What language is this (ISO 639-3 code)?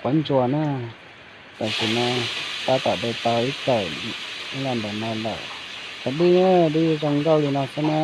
hmn